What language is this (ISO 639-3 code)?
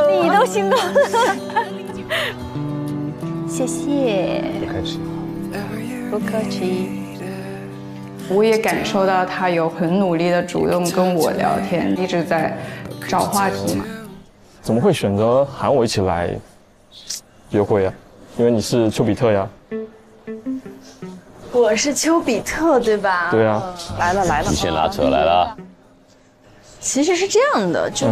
zho